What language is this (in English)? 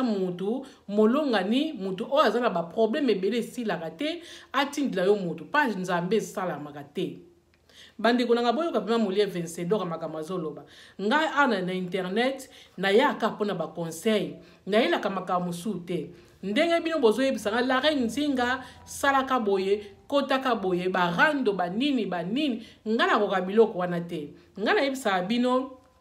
Lingala